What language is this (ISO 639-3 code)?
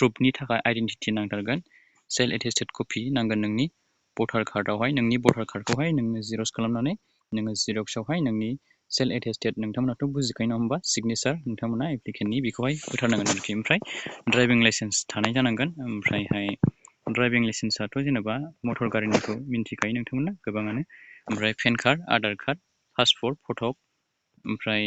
brx